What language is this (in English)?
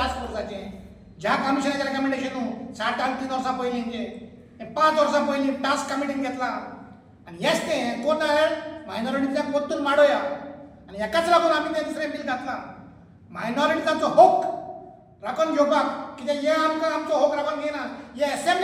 Konkani